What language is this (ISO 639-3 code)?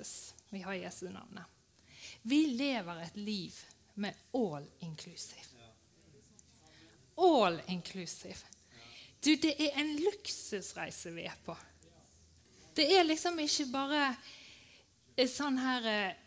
nor